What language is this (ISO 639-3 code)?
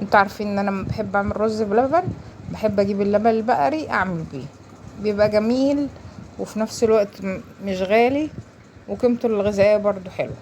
arz